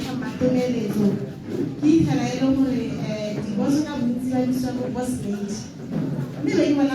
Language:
Tswana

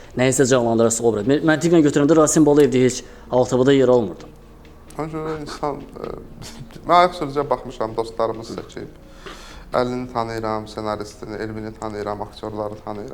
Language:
Azerbaijani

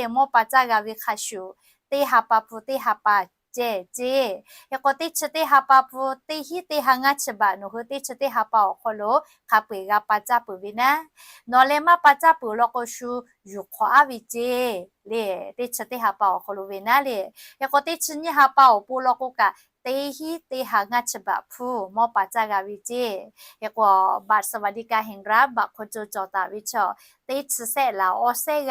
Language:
Lahu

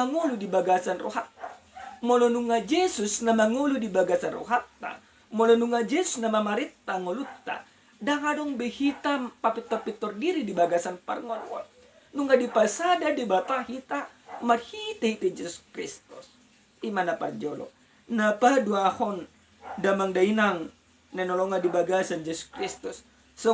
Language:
Batak Toba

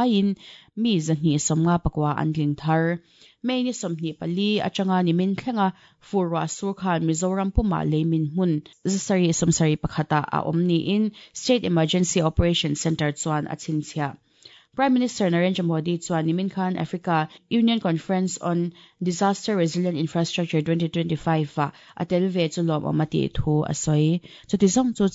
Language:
Mizo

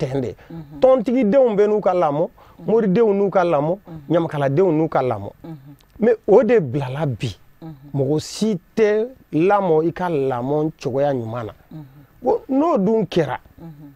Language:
Bambara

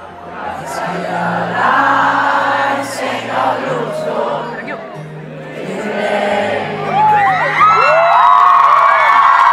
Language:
Swedish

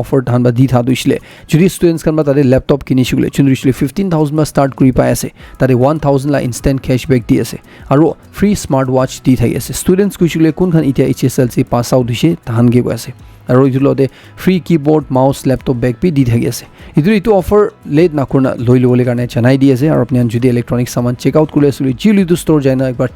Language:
Naga Pidgin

